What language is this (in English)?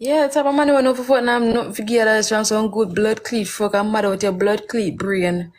Jamaican Creole English